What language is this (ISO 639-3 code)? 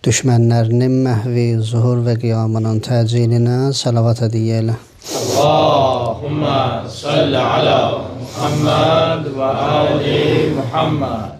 aze